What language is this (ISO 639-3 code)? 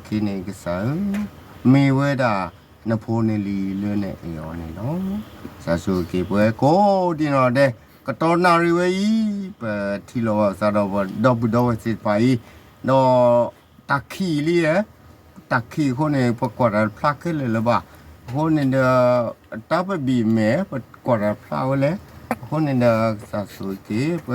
ksw